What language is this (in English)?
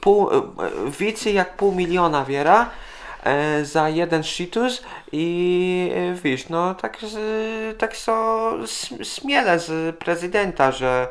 Kashubian